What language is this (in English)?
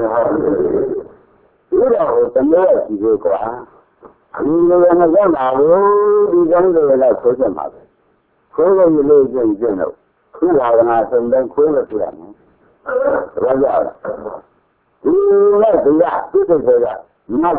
Burmese